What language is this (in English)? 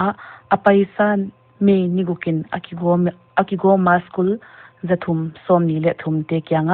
Paite Chin